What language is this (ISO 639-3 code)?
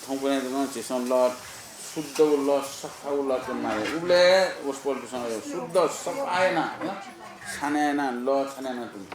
new